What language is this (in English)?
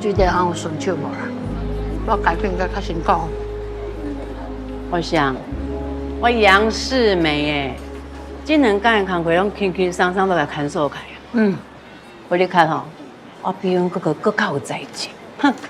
Min Nan Chinese